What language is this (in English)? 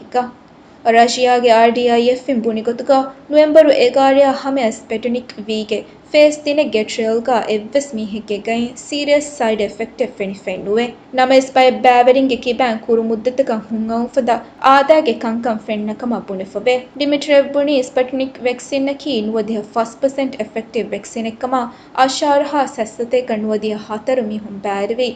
Divehi